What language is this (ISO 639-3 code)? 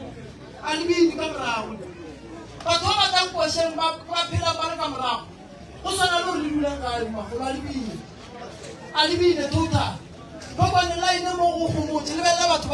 nso